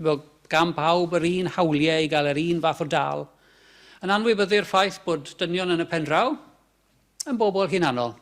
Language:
Welsh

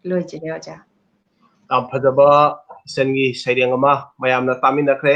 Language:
Manipuri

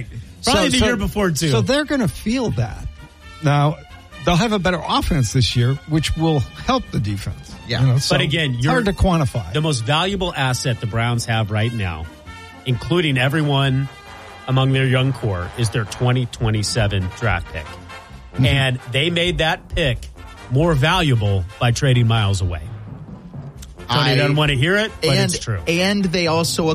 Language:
English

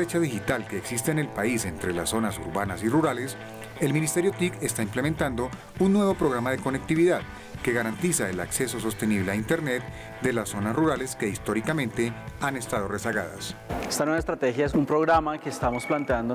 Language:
Spanish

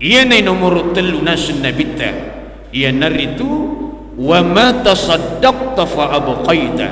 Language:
Buginese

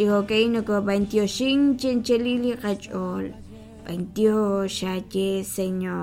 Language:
Kekchí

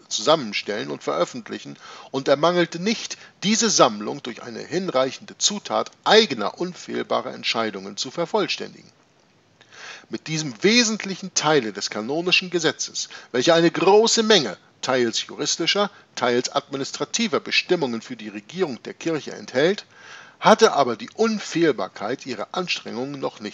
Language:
German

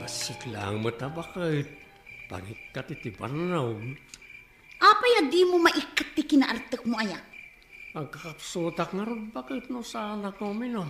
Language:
Iloko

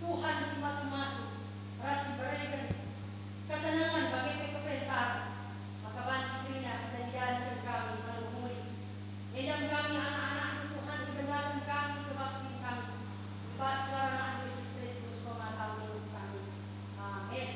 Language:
Batak Karo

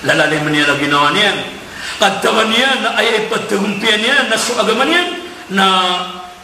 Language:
Maranao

